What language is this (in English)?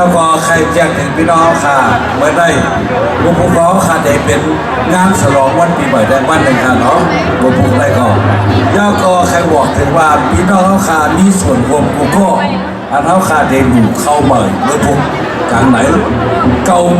Shan